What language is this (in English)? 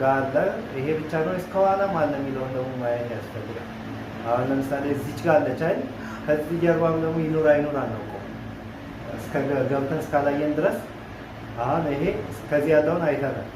Amharic